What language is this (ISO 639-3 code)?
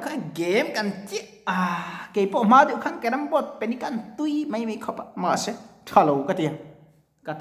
lus